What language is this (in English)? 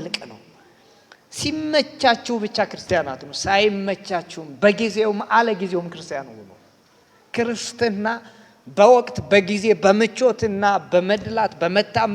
Amharic